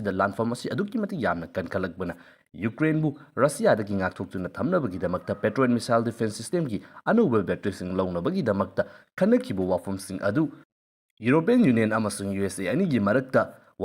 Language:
Manipuri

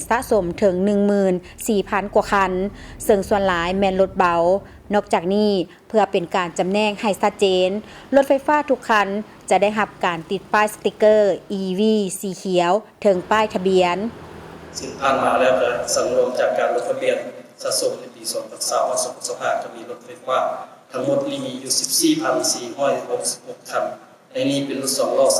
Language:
Lao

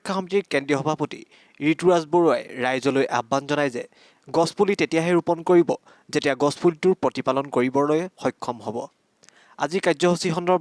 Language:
Assamese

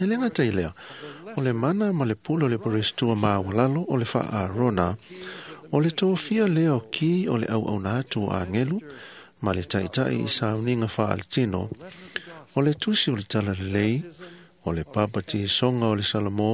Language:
Samoan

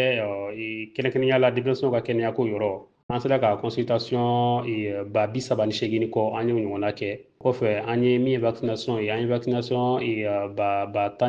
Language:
Bambara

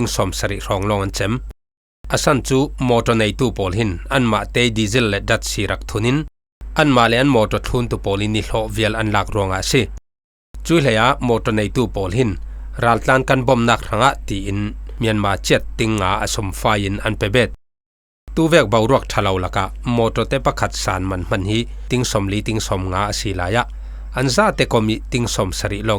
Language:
Falam Chin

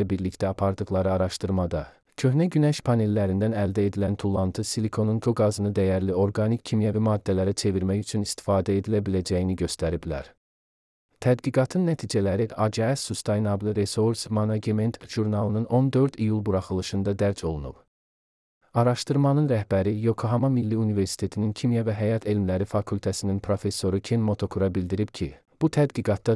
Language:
Azerbaijani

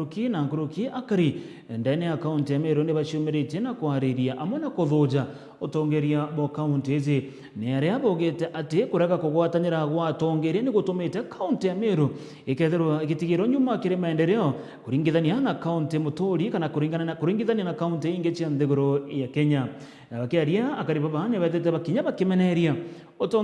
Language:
Meru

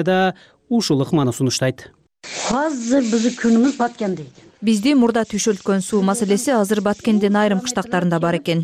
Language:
Kyrgyz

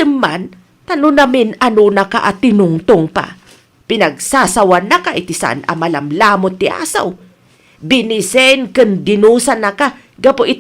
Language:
Iloko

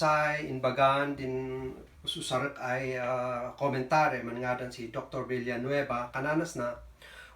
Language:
Kankanaey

